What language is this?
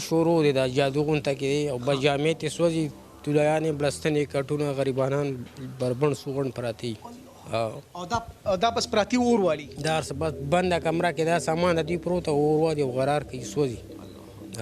Pashto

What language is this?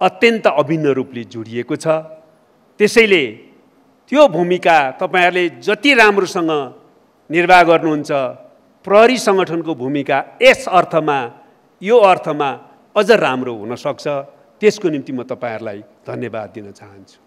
Nepali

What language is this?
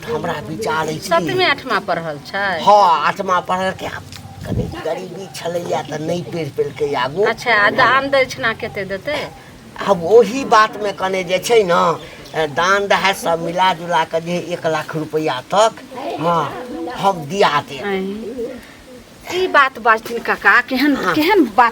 Maithili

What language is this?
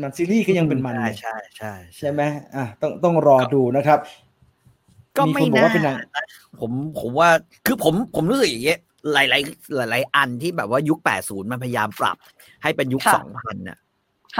Thai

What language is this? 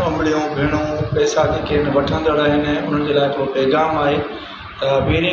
Sindhi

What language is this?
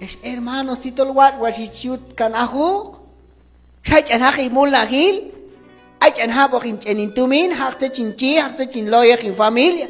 Q'anjob'al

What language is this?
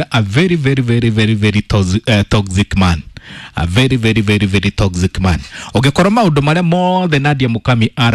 Kikuyu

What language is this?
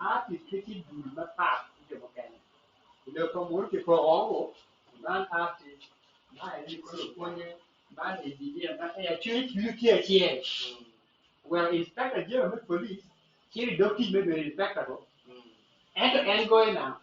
Acoli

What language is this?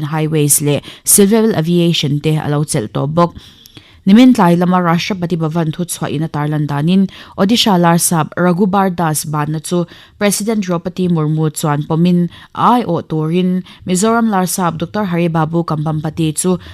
Mizo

